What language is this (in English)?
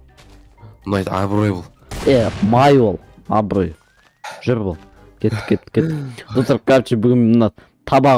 Kazakh